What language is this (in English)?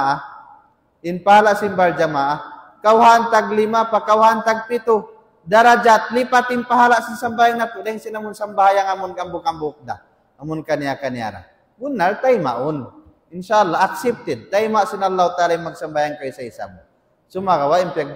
Tausug